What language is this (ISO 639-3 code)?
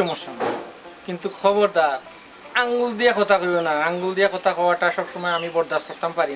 syl